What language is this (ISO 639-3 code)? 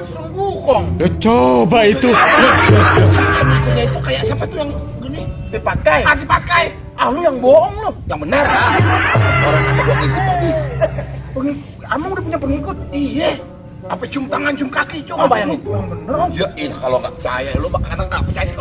bew